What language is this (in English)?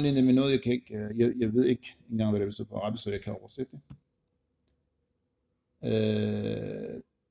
Danish